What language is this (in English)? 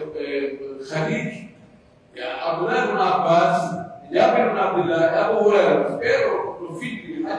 Pular